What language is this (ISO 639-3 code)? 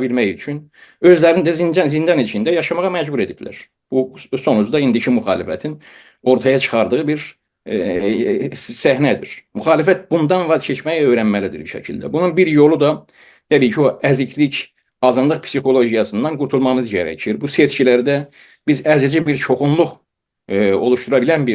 azb